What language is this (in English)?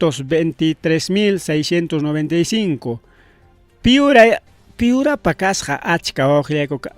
Ayacucho Quechua